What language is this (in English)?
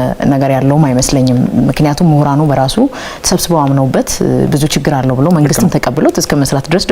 Amharic